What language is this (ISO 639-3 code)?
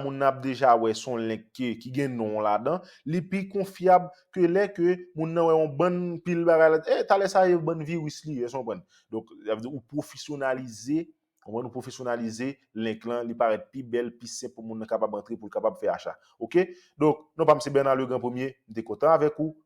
hat